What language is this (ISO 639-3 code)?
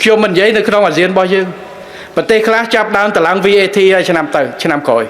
khm